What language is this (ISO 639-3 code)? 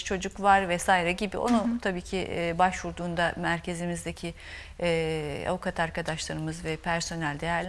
tur